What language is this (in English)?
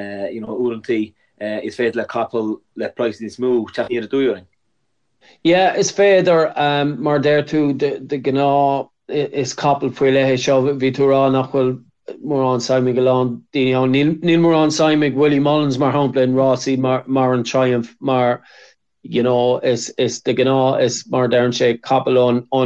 Irish